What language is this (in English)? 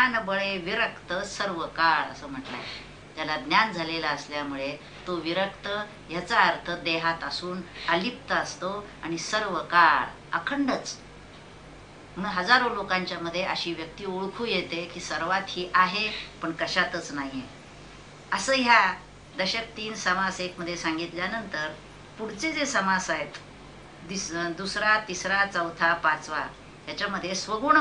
Marathi